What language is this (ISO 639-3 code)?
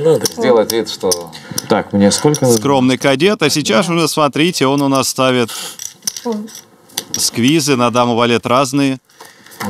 rus